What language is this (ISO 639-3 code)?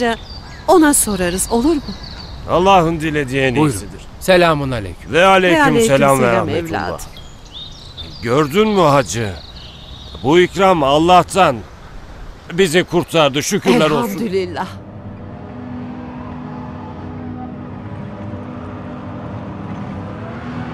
tur